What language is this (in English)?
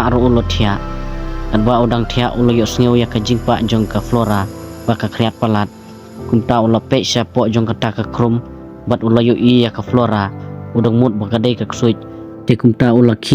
Khasi